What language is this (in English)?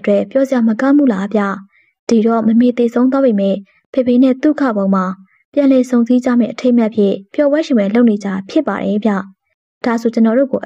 Burmese